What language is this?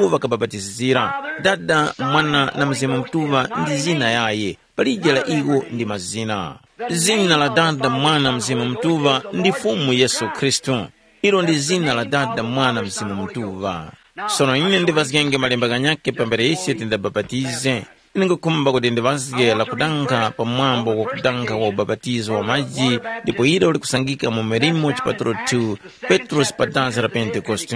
Tumbuka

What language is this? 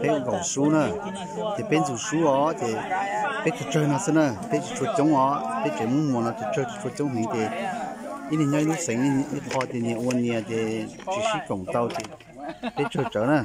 Hmong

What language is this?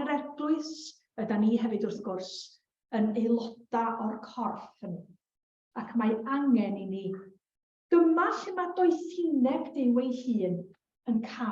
Welsh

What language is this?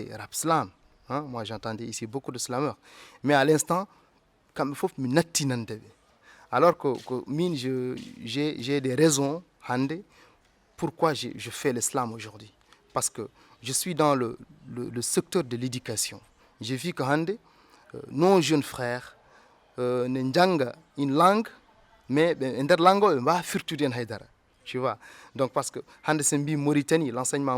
Fula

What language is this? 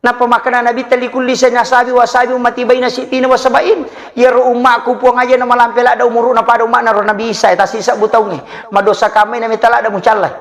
Buginese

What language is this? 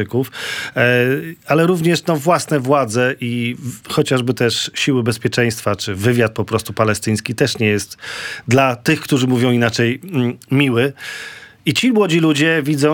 Polish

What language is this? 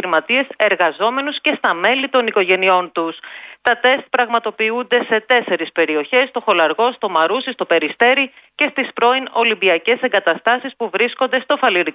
Greek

